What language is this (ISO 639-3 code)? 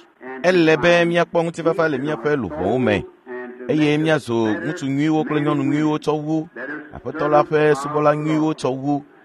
ewe